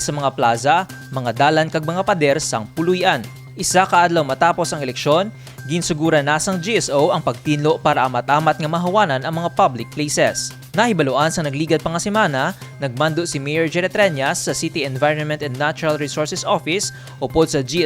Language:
Hiligaynon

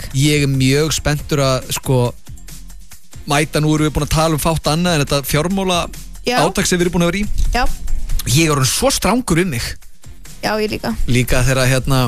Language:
Icelandic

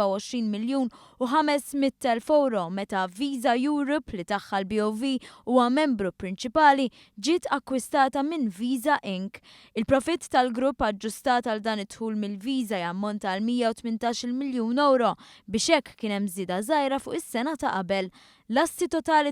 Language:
Maltese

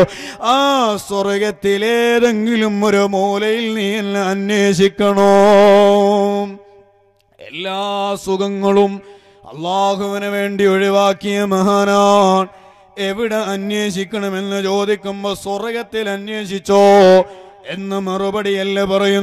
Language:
Malayalam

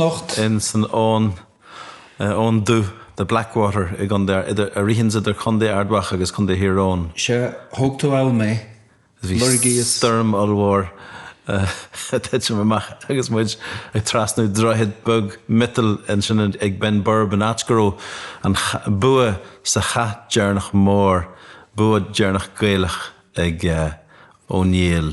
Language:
Irish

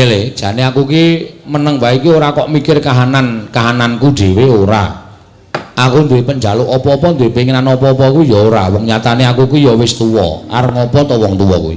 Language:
Javanese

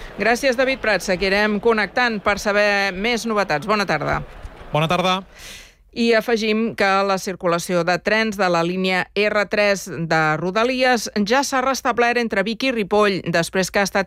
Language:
Catalan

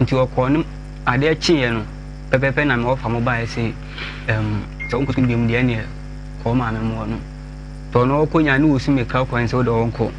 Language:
Akan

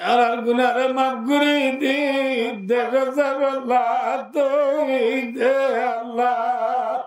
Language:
Rohingya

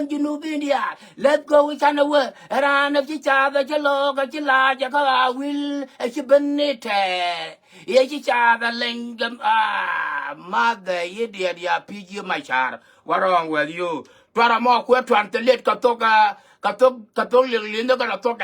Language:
Nuer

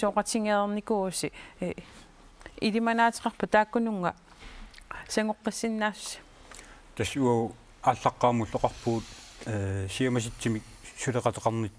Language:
Kalaallisut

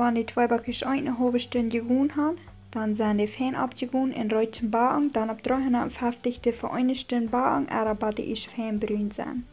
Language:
Plautdietsch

